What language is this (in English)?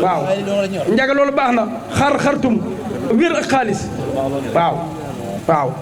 Wolof